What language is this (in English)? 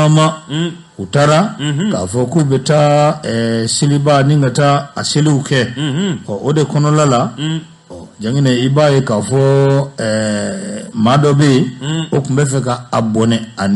Bambara